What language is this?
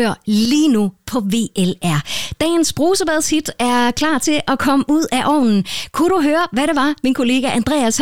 Danish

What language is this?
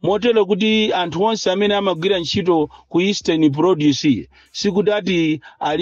Nyanja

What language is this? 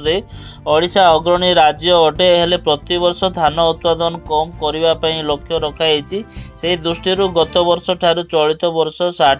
Odia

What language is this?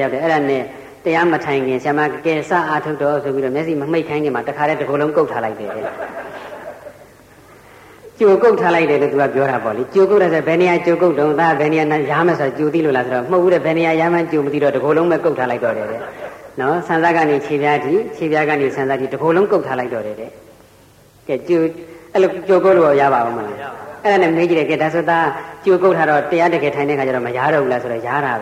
Burmese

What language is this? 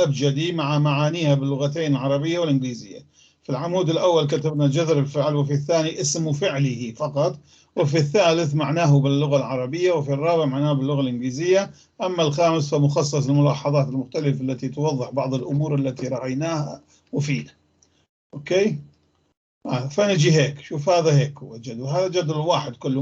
North Levantine Arabic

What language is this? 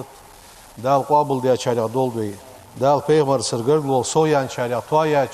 Ingush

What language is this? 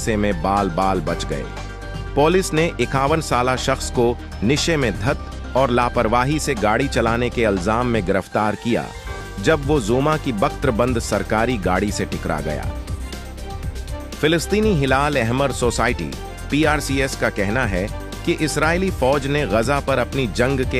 Urdu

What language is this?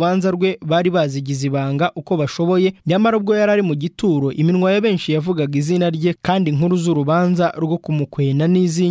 Kinyarwanda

